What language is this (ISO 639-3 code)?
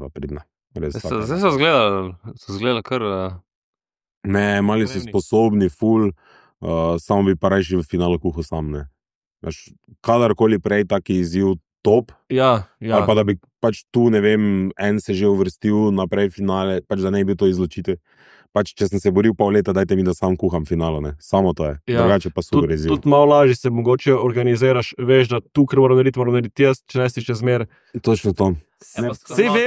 slv